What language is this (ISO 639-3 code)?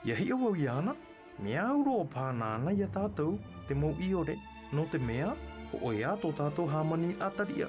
tah